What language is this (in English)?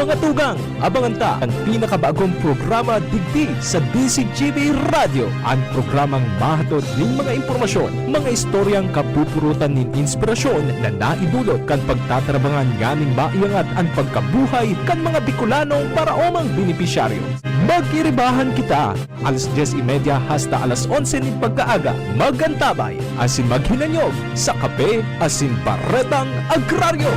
Bikol